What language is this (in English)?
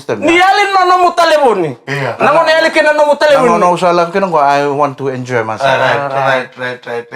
Fijian